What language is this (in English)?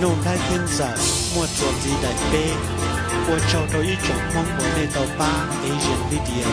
Hmong